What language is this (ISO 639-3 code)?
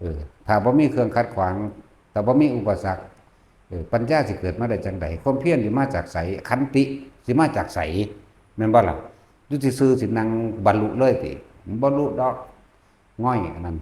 tts